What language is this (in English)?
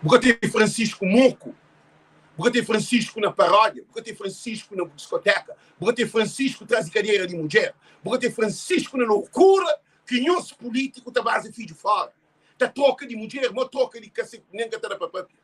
Kabuverdianu